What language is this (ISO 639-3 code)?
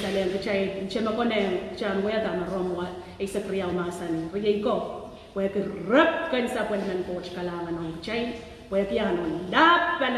pon